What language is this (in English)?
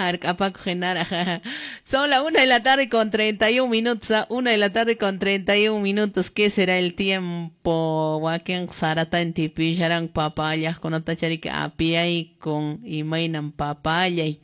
Quechua